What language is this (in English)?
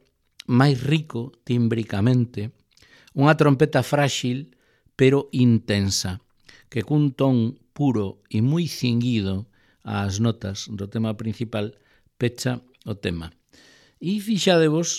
Galician